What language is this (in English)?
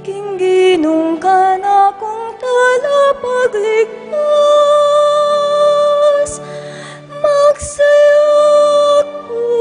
Pampanga